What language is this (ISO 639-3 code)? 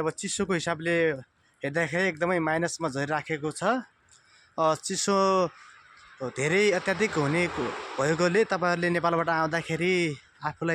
nep